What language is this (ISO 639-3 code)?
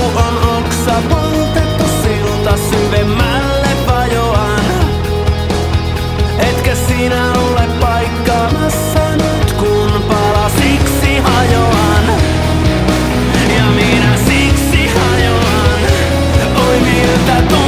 fin